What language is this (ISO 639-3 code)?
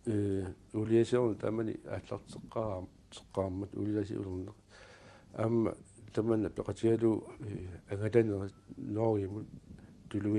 kal